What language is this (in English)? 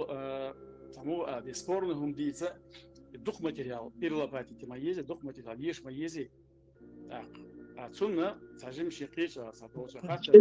Chechen